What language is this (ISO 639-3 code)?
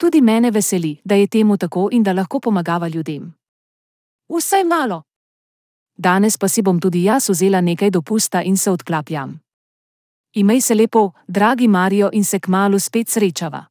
slv